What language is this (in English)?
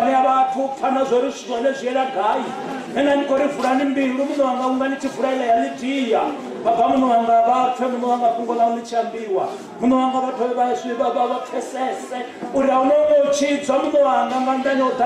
Venda